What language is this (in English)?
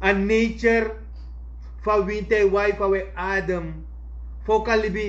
Sranan Tongo